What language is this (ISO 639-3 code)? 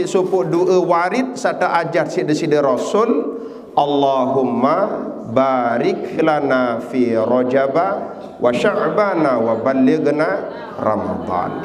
sas